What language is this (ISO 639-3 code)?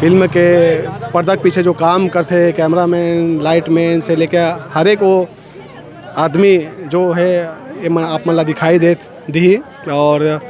hne